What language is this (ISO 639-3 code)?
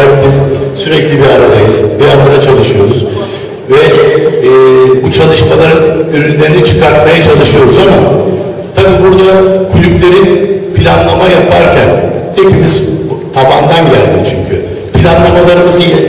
tur